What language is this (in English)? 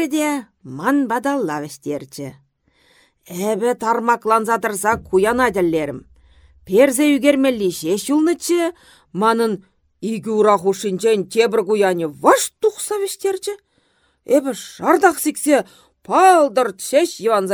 Chuvash